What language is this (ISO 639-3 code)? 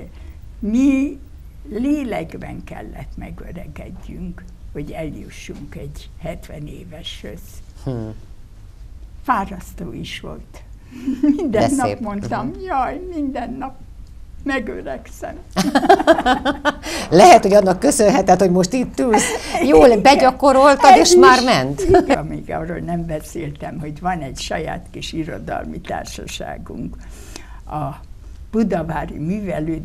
hun